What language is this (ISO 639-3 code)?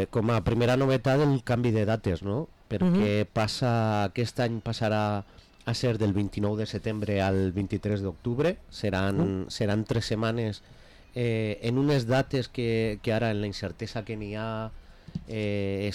cat